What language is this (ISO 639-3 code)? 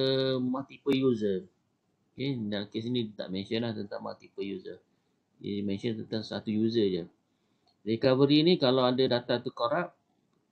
msa